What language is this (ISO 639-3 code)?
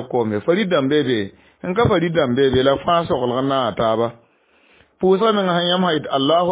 mos